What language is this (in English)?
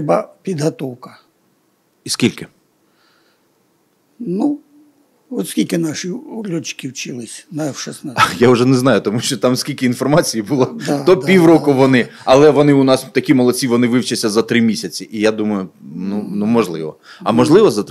Ukrainian